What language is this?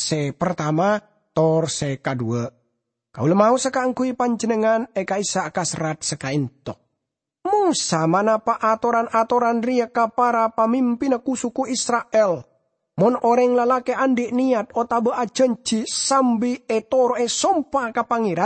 Madurese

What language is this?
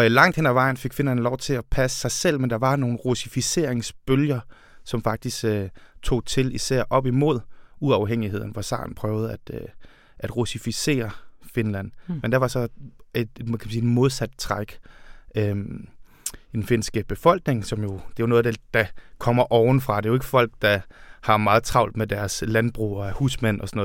Danish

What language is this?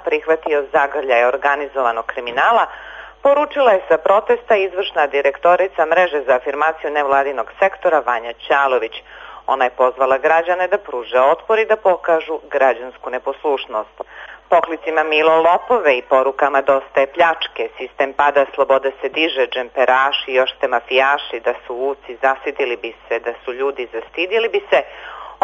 Serbian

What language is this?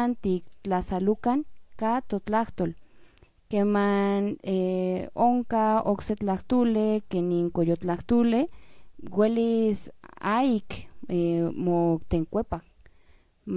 Central Nahuatl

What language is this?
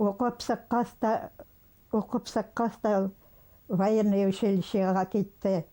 Bashkir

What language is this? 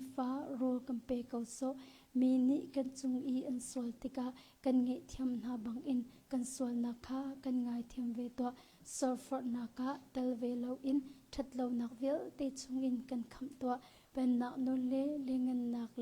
Hakha Chin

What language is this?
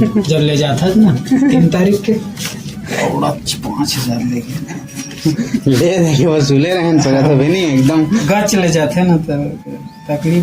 Chhattisgarhi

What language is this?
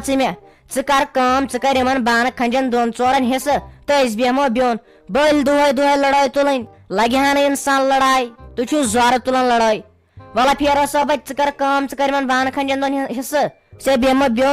Kashmiri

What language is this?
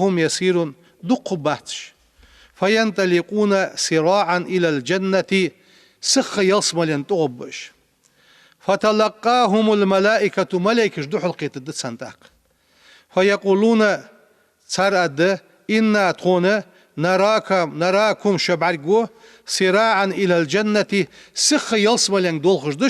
Ingush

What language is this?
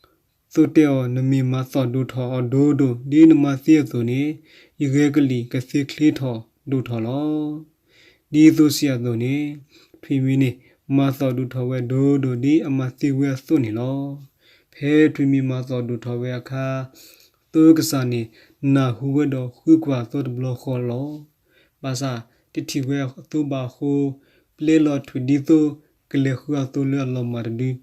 S'gaw Karen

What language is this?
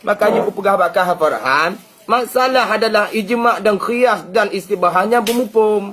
Achinese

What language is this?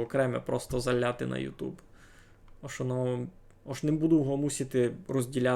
Rusyn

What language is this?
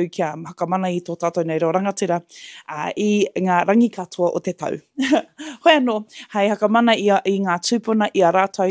Māori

